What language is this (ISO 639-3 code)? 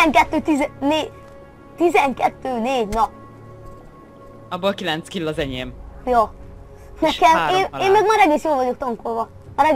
hun